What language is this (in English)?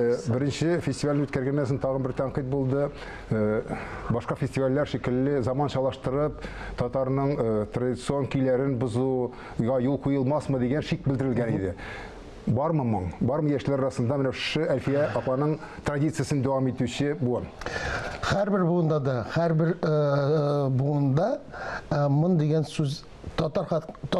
Tatar